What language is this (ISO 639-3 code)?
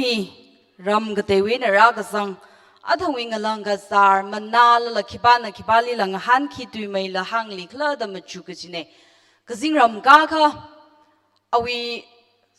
nmf